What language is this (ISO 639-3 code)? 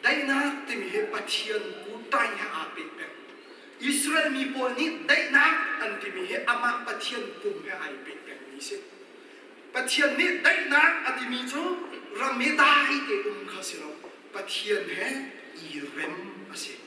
cnh